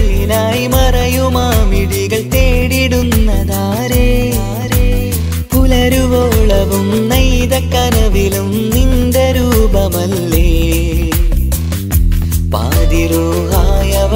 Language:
Malayalam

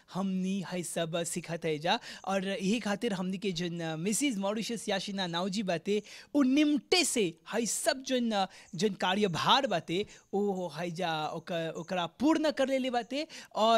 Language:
Bhojpuri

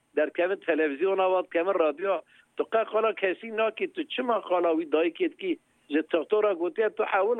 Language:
Kurdish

